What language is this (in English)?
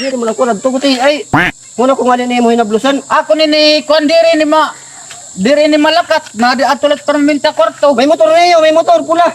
Waray